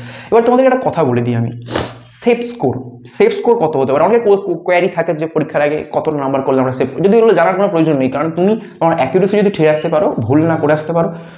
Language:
Bangla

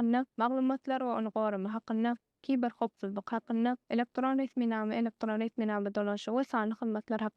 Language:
Turkmen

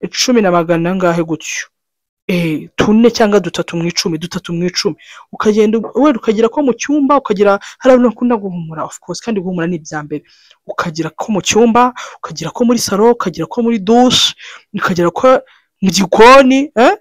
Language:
Kinyarwanda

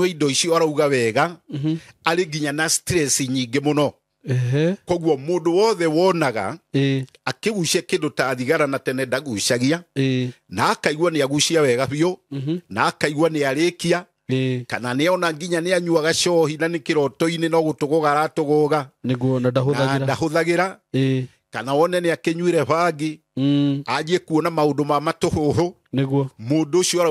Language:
Kikuyu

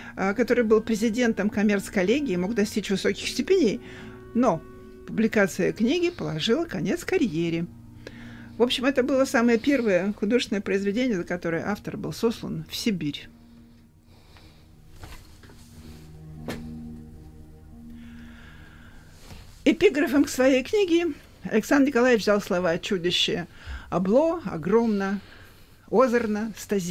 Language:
Russian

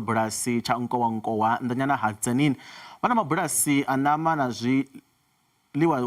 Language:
Venda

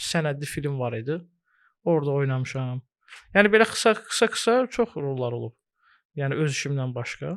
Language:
Azerbaijani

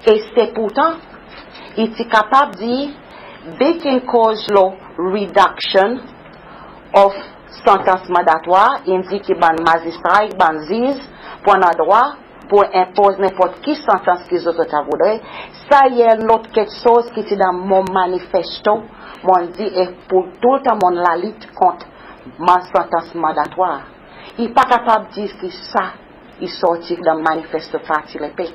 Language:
Seselwa Creole French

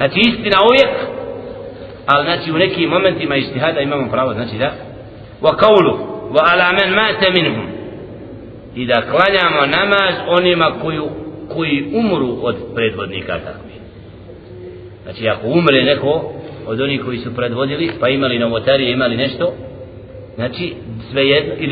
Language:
Bosnian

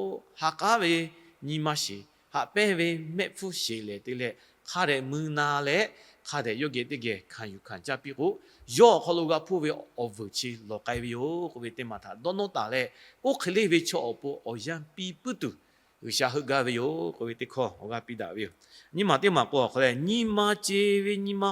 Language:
Lahu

